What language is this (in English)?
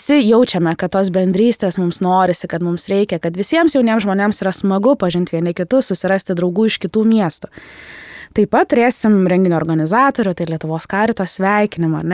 Lithuanian